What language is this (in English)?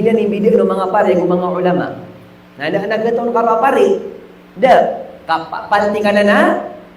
Maranao